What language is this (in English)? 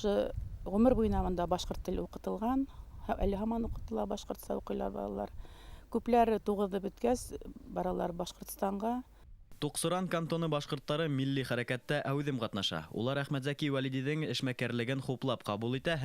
Bashkir